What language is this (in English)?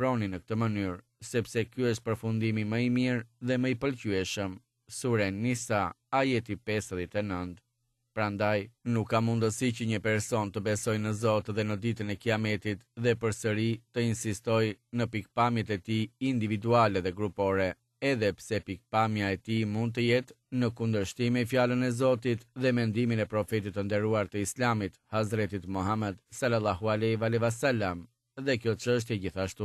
Albanian